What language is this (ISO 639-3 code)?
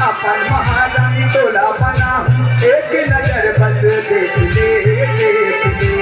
hne